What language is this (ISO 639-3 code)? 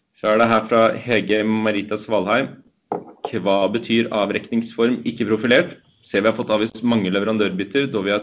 nor